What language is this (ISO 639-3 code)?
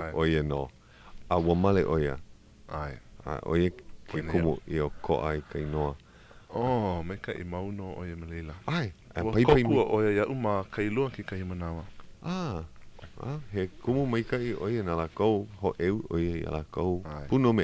haw